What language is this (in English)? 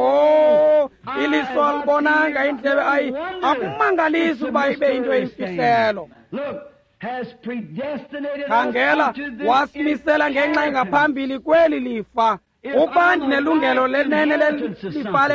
Xhosa